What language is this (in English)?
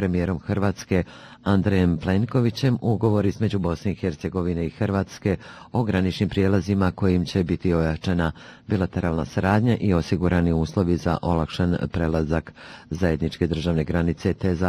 Bosnian